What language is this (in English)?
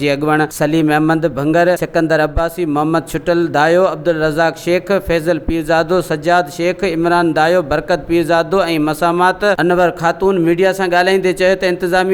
Sindhi